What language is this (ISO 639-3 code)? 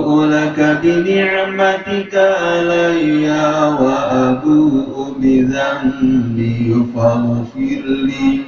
sas